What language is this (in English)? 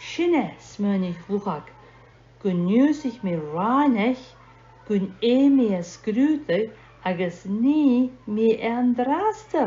Scottish Gaelic